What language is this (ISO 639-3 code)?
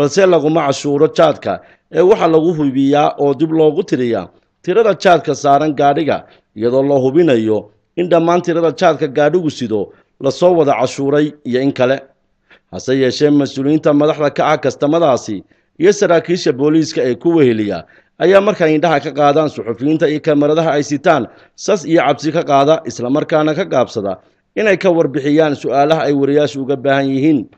som